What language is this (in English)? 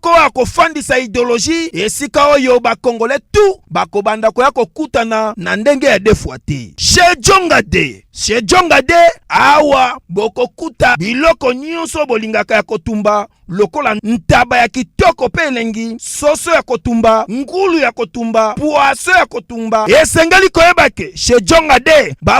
Lingala